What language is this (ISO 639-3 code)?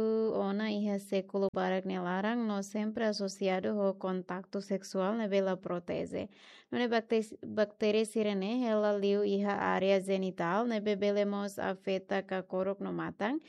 tet